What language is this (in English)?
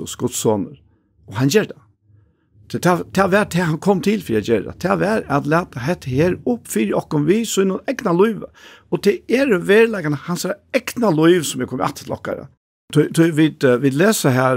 Faroese